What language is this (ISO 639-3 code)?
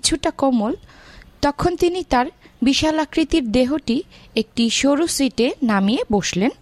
ben